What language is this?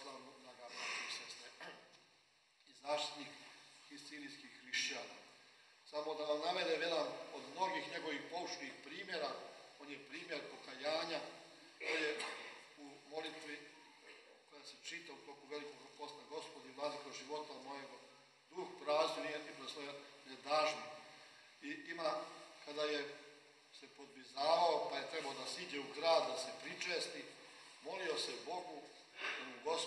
Serbian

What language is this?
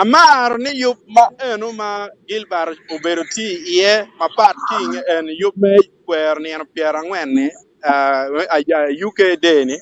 Acoli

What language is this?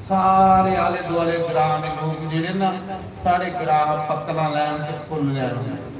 Dogri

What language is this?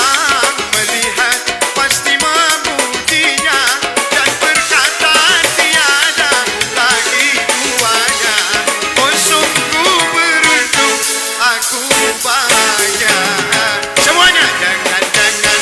Betawi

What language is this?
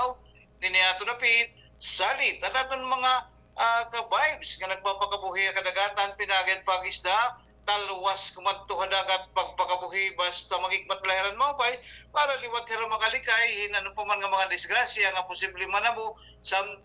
Waray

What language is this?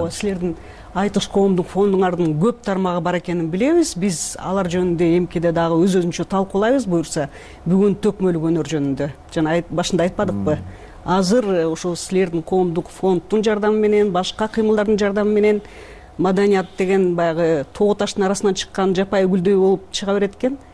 Kyrgyz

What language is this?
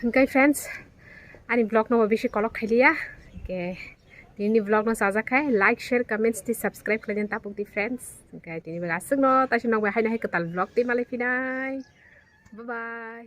Kok Borok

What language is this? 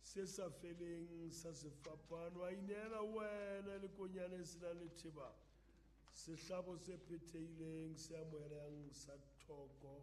Southern Sotho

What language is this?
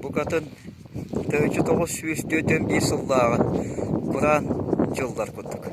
Yakut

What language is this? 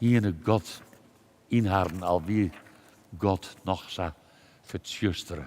Western Frisian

